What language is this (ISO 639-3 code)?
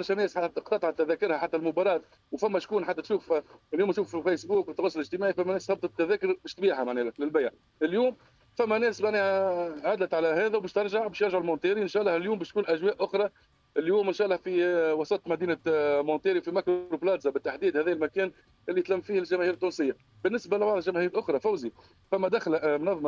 aeb